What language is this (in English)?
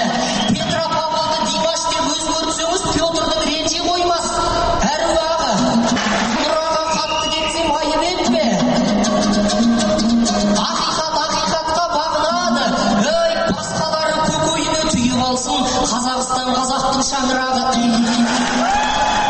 Kazakh